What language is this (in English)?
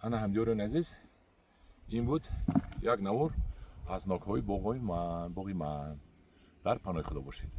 Tajik